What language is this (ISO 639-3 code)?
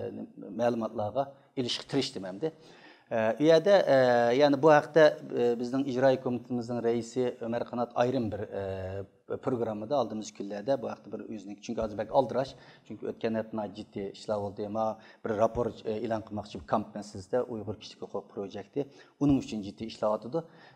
uig